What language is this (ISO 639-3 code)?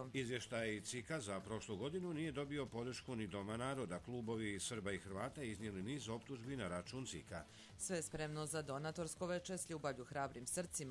bos